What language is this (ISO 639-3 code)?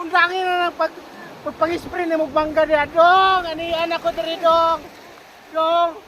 ceb